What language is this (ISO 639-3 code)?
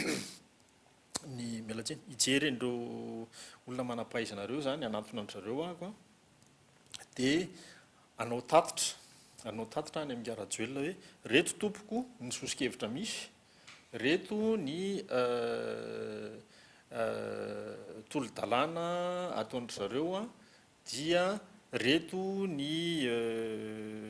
mlg